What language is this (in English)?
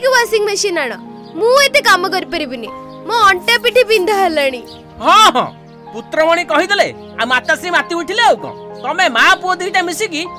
Odia